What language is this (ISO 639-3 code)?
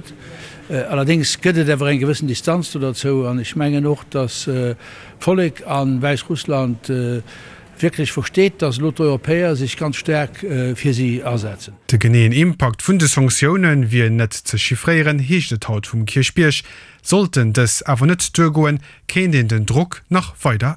ltz